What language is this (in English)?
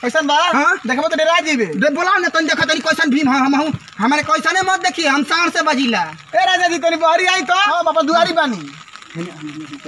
Bhojpuri